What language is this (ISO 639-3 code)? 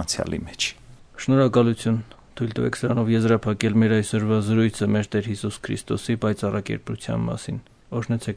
hye